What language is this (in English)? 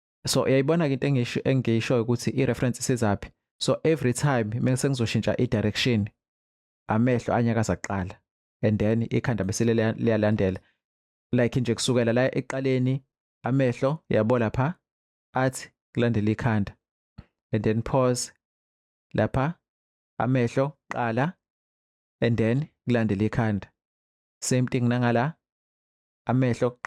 Zulu